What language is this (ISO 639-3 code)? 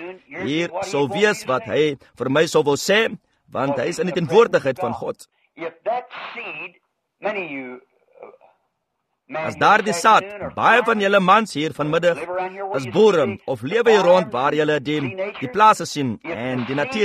afr